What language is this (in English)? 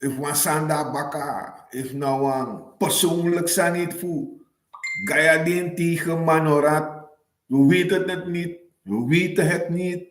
Sranan Tongo